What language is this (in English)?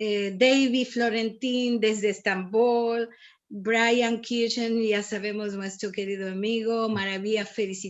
Ladino